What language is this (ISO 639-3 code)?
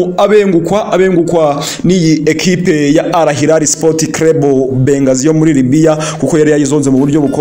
kin